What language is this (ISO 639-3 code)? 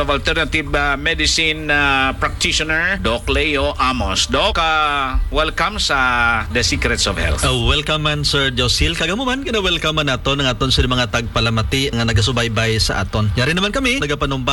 hil